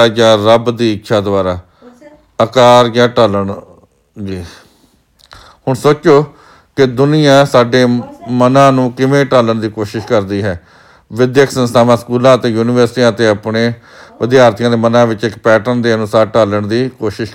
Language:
Punjabi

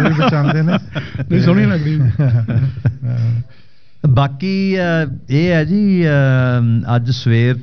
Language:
Punjabi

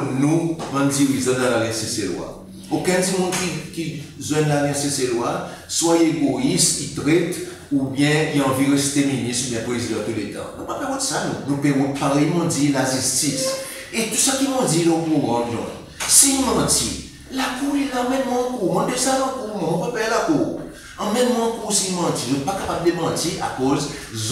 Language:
Seselwa Creole French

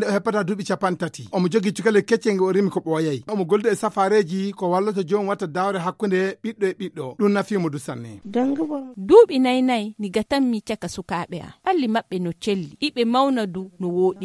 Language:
Fula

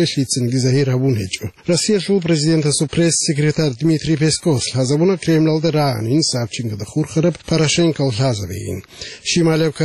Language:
Avaric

